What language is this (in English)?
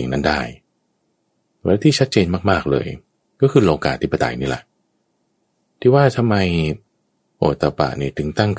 Thai